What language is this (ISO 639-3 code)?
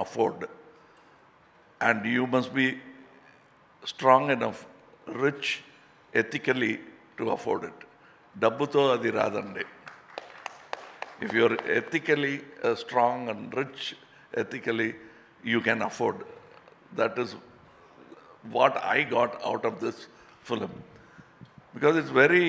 tel